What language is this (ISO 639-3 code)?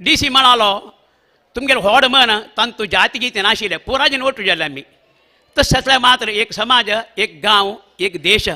kok